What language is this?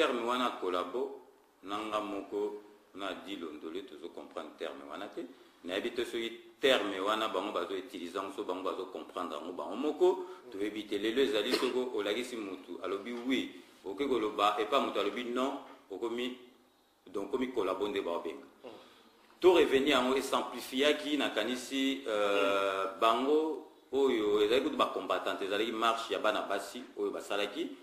Lingala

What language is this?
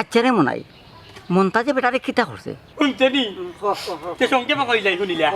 Sylheti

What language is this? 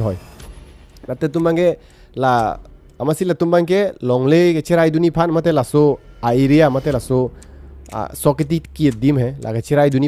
Karbi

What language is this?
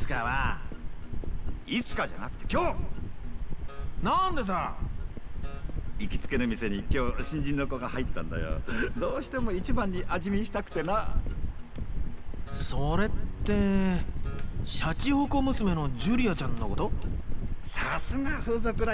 Japanese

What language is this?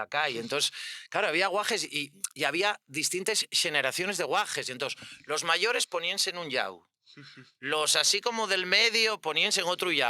Asturian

